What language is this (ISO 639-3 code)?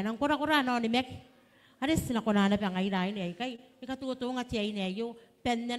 gil